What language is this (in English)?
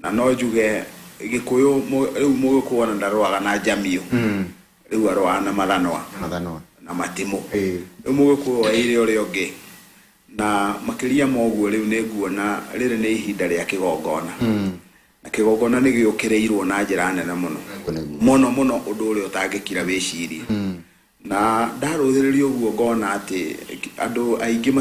Kikuyu